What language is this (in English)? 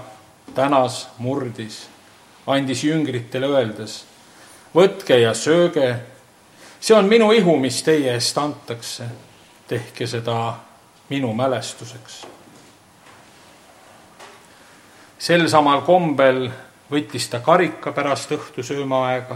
Estonian